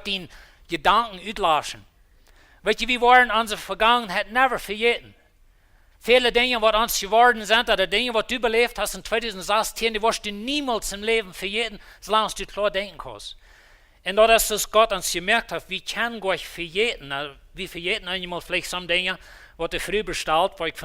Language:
Plautdietsch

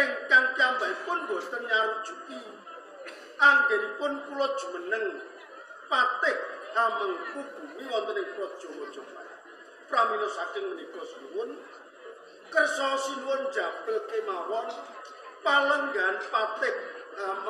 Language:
Javanese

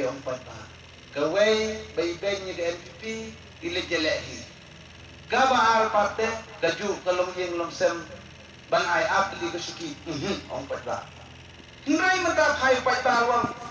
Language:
Khasi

